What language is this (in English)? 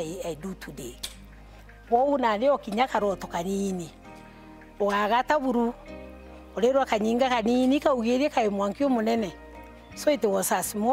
Meru